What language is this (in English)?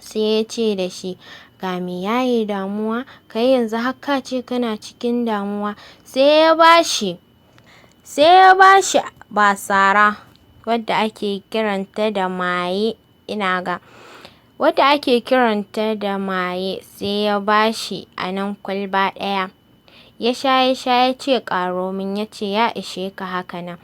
Hausa